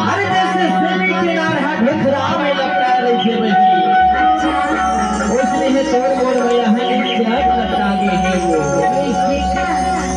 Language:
Chhattisgarhi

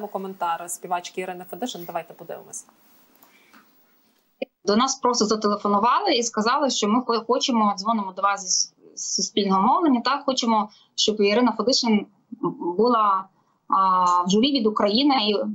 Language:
Ukrainian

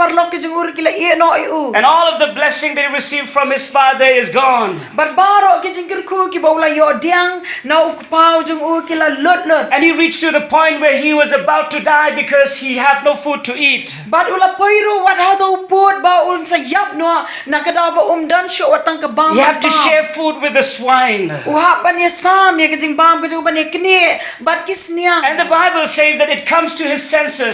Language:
Khasi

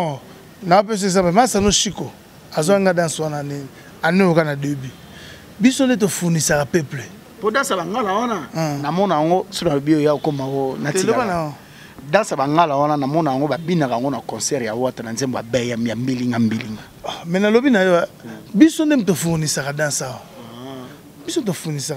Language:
Lingala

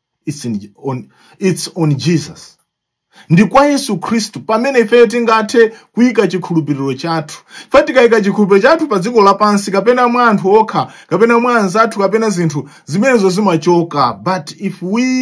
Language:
Nyanja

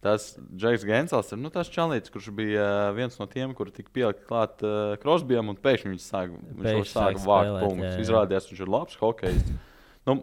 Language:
Latvian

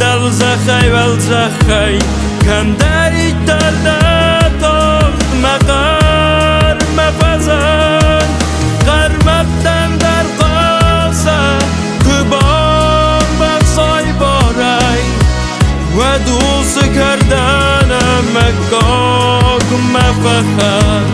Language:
Ossetic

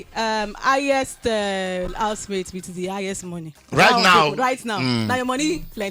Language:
Nigerian Pidgin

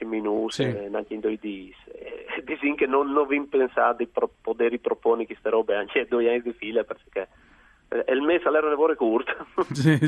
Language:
Friulian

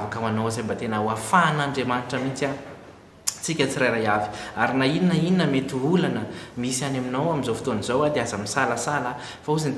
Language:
Malagasy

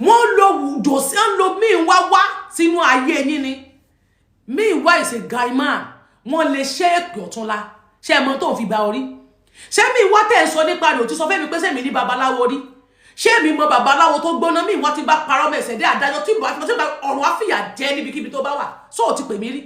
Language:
Yoruba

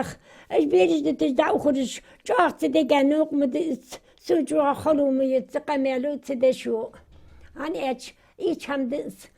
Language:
Ingush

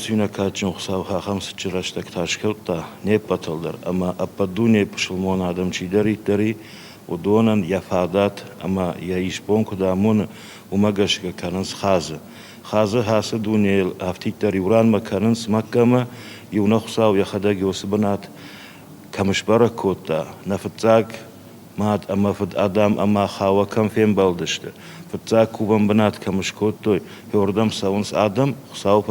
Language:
Ossetic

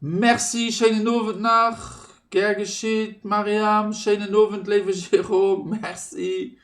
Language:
Luxembourgish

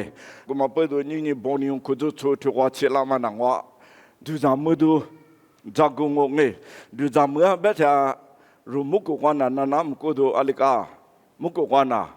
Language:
Lisu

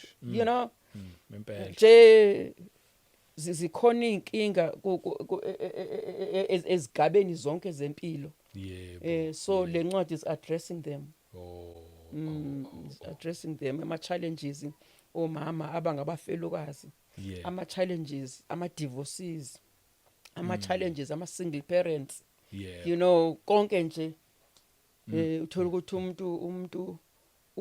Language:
Zulu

